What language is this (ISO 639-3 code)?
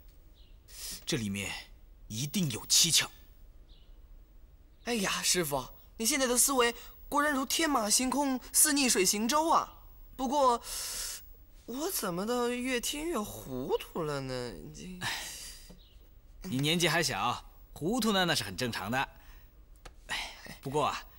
zho